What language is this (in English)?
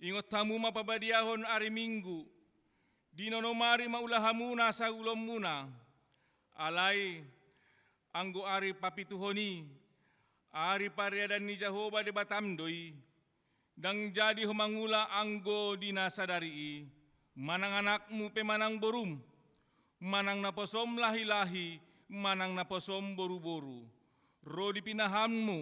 Batak Toba